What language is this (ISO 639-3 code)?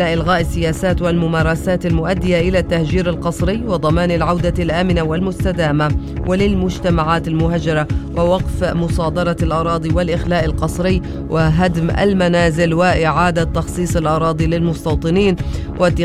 ara